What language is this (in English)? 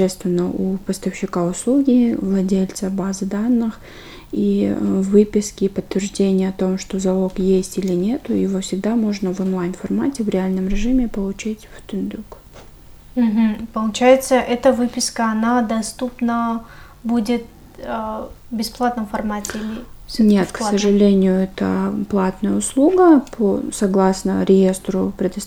Russian